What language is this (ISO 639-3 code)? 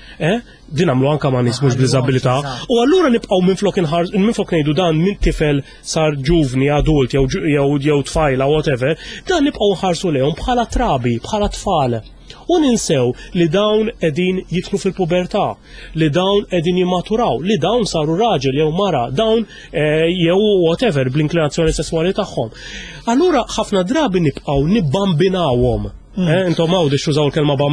mlt